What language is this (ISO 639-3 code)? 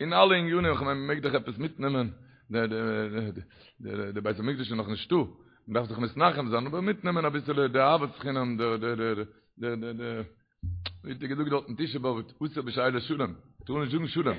yid